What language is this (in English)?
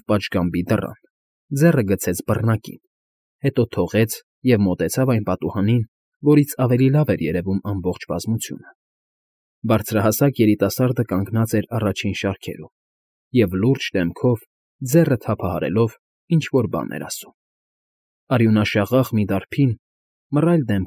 Armenian